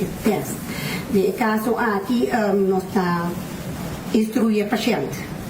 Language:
Papiamento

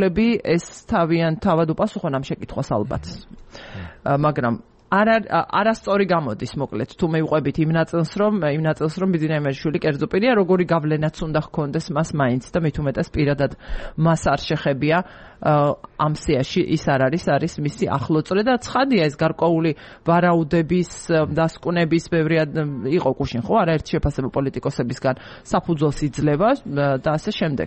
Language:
Georgian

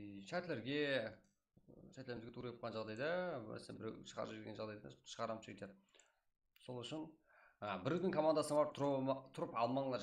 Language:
Kara-Kalpak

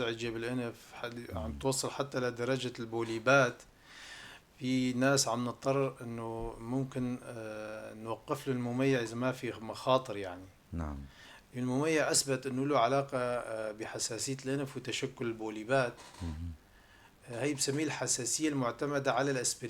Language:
North Levantine Arabic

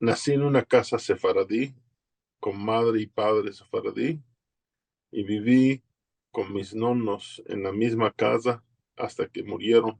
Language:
Ladino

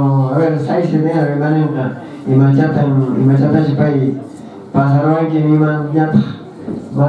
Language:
Quechua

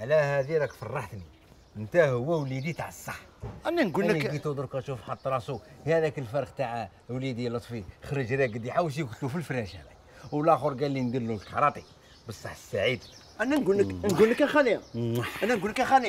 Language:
Algerian Arabic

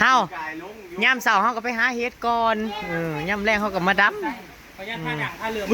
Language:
Northeastern Thai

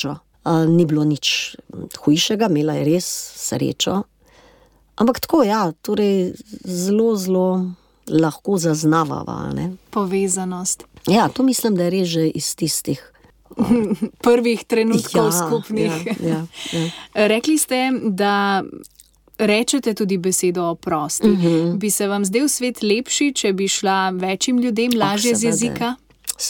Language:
Slovenian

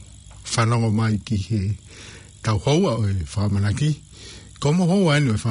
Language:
Tongan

